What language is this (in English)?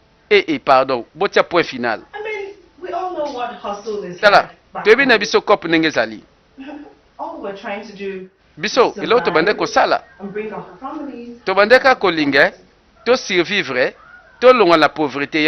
Lingala